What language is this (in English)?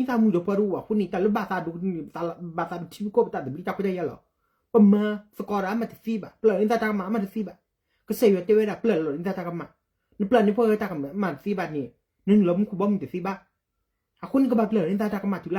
S'gaw Karen